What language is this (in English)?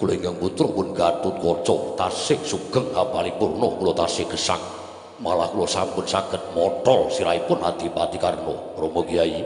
Javanese